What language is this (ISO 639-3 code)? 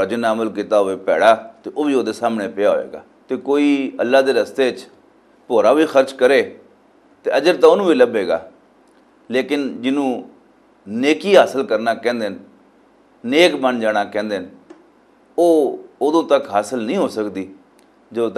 lah